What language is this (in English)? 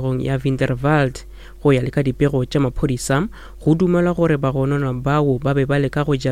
Northern Sotho